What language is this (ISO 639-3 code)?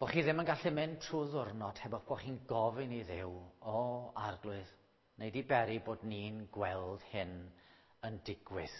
cym